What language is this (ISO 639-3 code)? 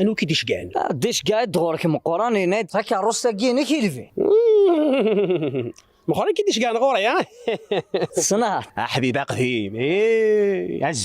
kab